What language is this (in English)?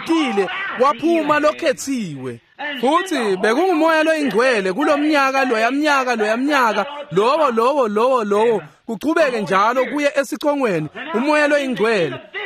Swati